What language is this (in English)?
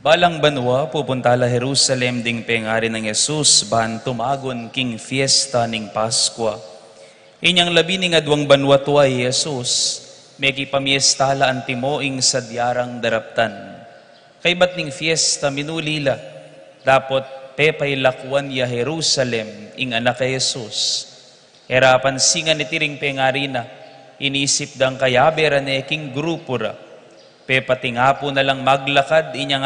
Pampanga